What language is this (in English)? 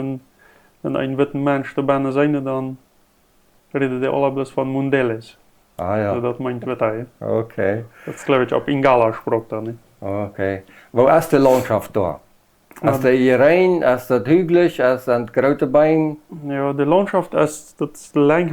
Plautdietsch